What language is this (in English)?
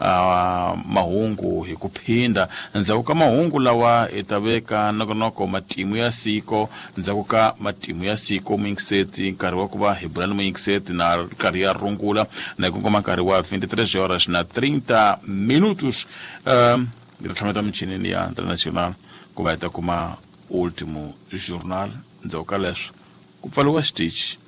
Tsonga